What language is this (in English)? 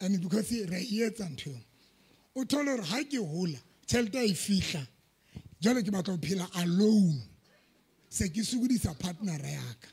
Southern Sotho